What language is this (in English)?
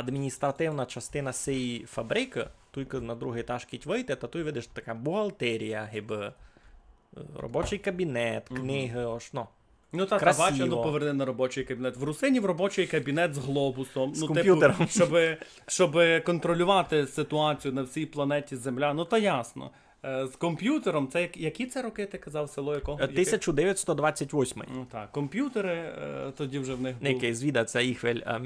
Rusyn